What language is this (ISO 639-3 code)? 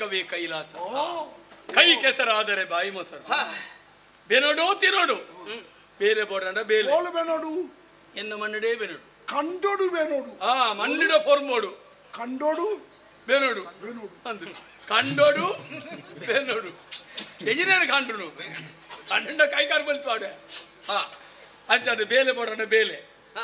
tcy